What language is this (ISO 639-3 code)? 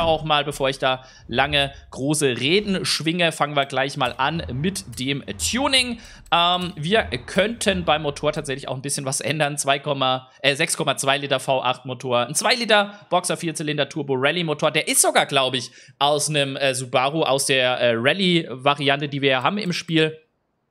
deu